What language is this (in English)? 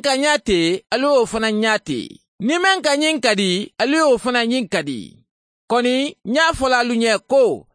Mandingo